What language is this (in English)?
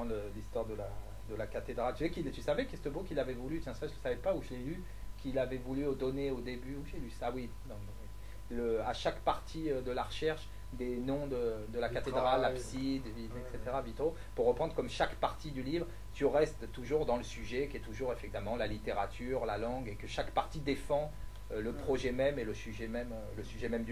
French